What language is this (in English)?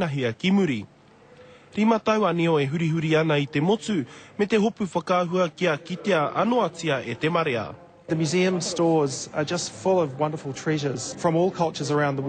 Māori